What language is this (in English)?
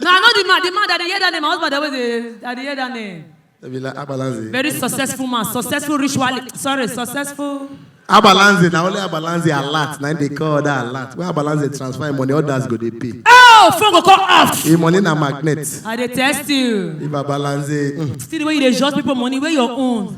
Nigerian Pidgin